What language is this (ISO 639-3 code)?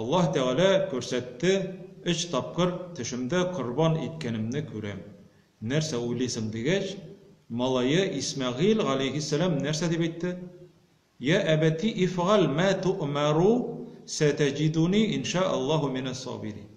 tat